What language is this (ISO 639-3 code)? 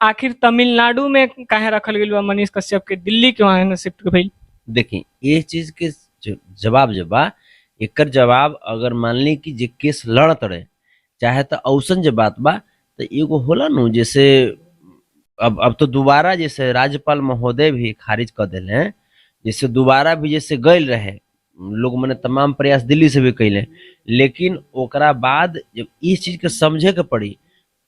bho